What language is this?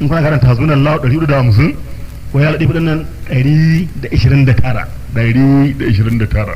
Hausa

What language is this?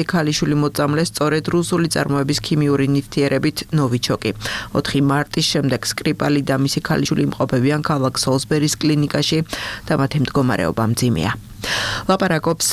Georgian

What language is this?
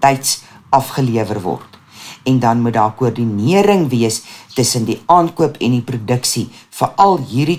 Afrikaans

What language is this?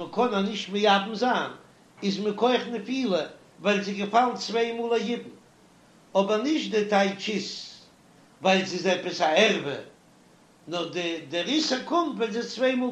Yiddish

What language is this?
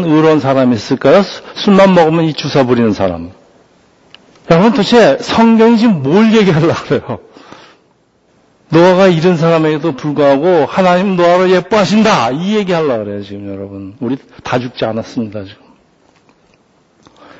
Korean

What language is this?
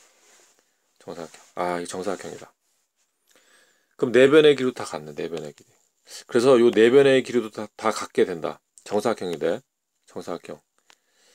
Korean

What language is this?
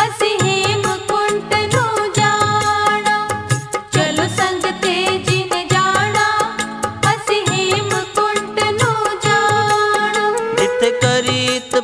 Punjabi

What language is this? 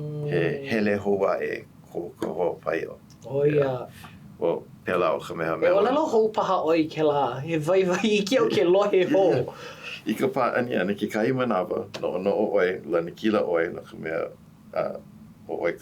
Hawaiian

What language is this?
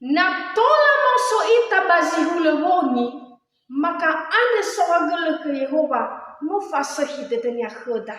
Nias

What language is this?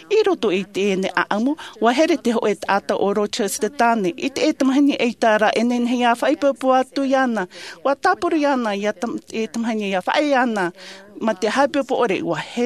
Tahitian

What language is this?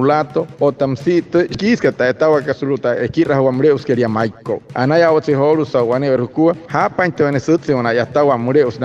Wayuu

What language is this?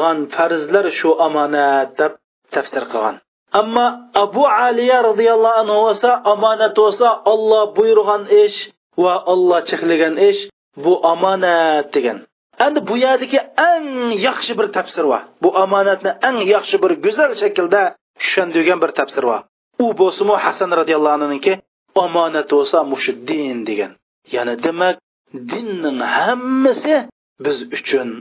Uyghur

